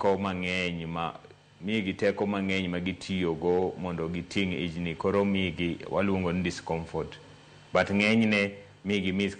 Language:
Luo (Kenya and Tanzania)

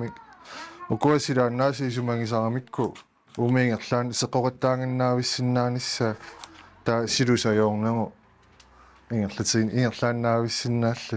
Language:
Kalaallisut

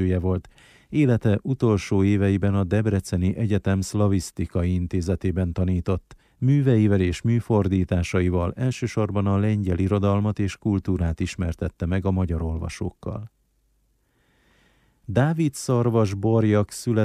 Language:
Hungarian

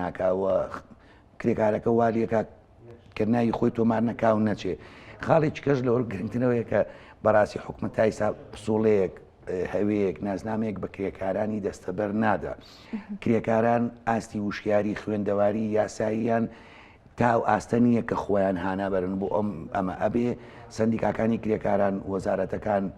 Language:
Central Kurdish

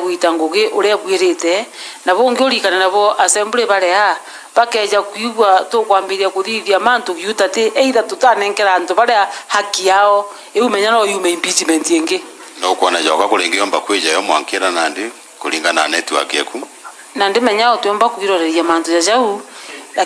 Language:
Meru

